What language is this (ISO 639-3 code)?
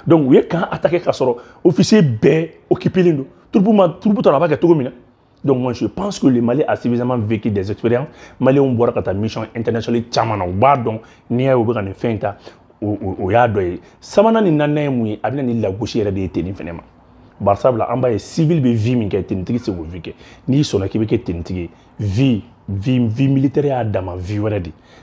bam